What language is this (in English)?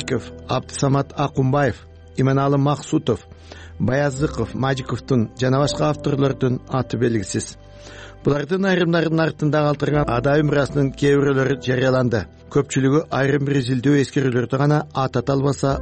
Kyrgyz